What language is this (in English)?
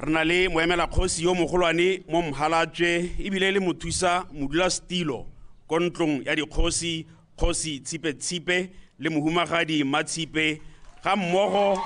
Tswana